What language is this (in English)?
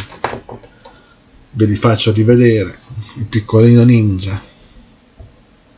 Italian